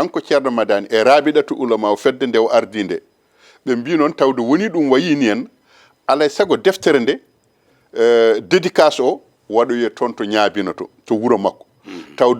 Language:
Fula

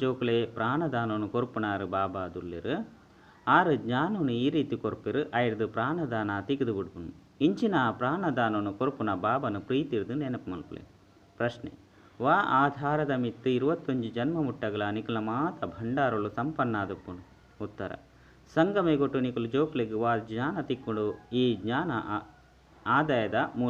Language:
Tulu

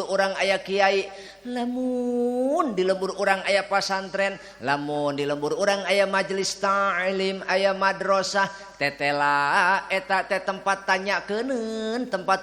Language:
Sundanese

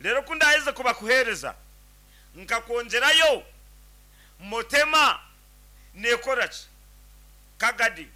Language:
Nyankole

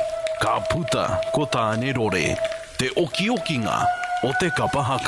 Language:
Māori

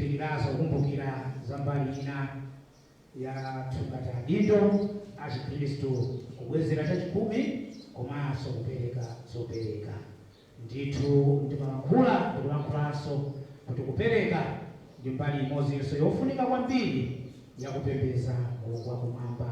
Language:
Nyanja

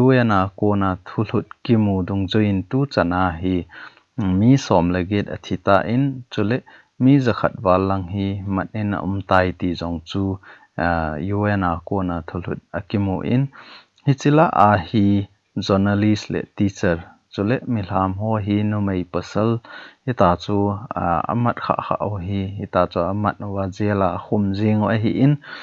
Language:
Thado Chin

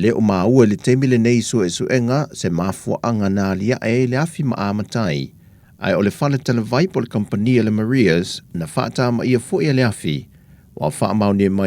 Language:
Samoan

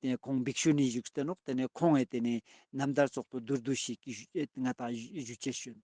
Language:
Ladakhi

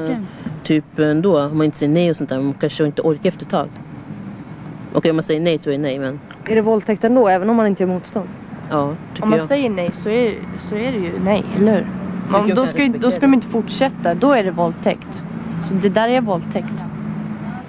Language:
Swedish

